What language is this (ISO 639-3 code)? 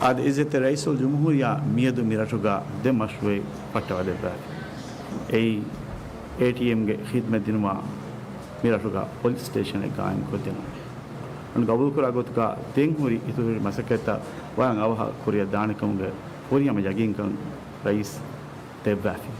div